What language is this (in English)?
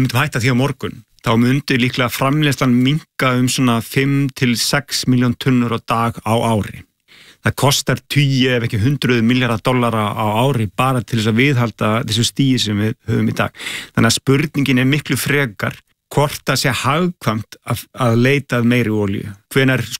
Icelandic